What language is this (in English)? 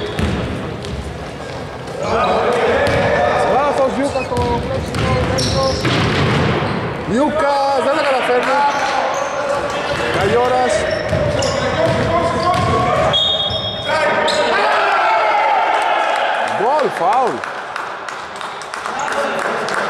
Greek